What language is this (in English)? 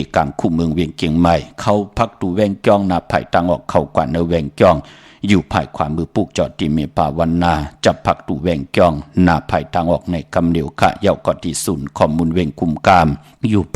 Shan